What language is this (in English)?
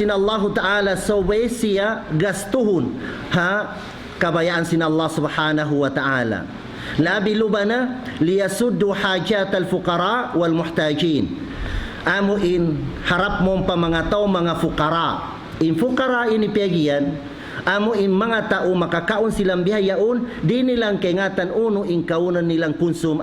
Tausug